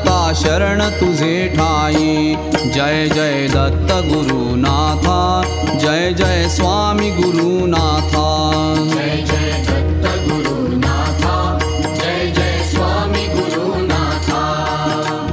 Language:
Marathi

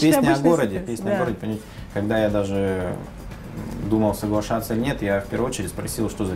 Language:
Russian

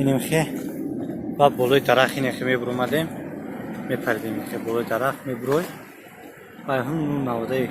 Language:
Tajik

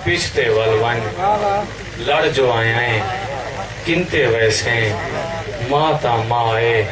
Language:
Saraiki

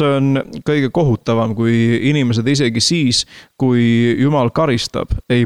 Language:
Estonian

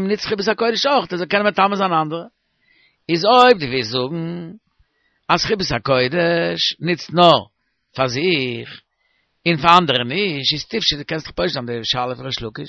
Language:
Yiddish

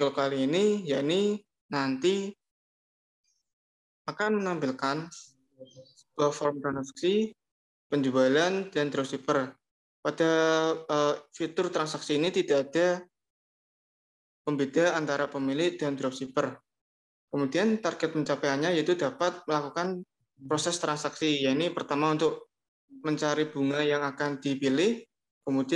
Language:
Indonesian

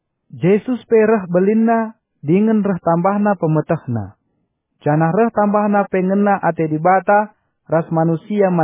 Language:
Batak Karo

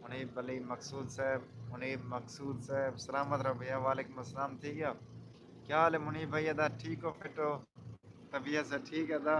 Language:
Saraiki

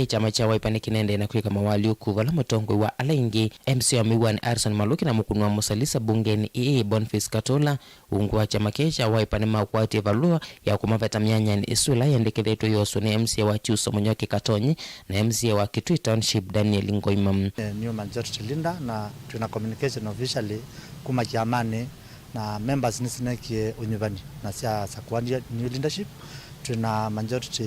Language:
Kamba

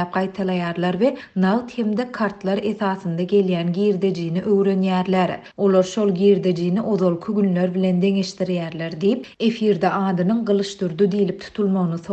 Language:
Turkmen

